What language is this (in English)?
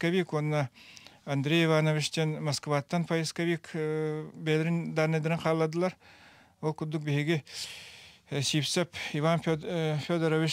Yakut